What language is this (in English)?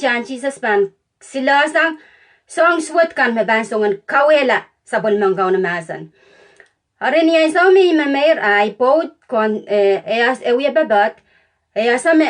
Pohnpeian